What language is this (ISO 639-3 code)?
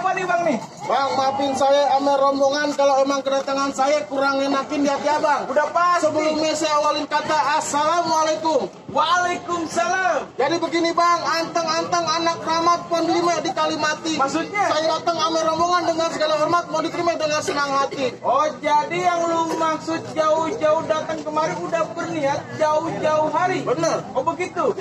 bew